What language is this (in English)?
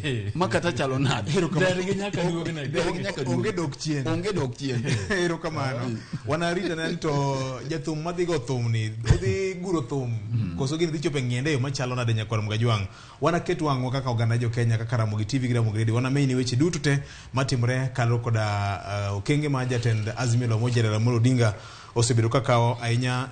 Luo (Kenya and Tanzania)